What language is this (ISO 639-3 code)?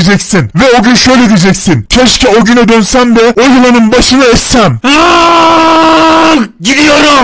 tur